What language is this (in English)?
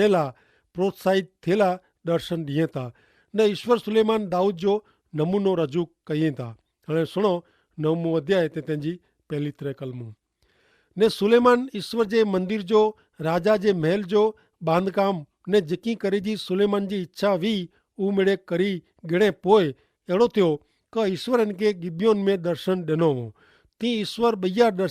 Kachhi